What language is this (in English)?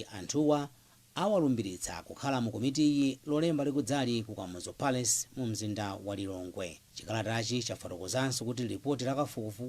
Nyanja